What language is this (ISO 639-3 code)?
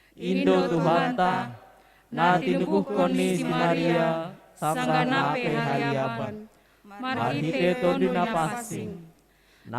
bts